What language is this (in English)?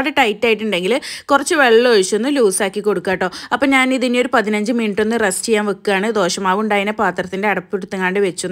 Malayalam